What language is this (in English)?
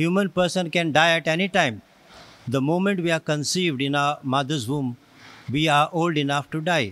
Konkani